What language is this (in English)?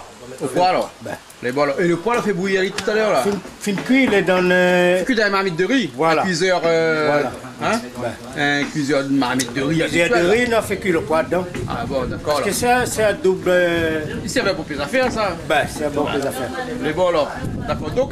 Réunion Creole French